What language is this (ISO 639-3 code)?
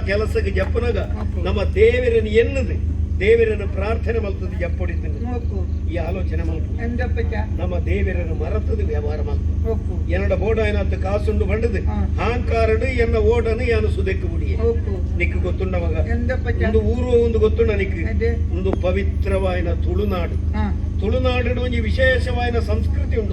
tcy